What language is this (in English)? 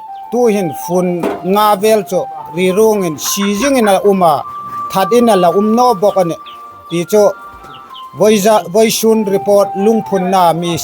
Hmar